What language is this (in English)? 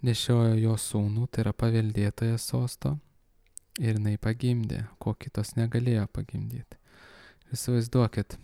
Lithuanian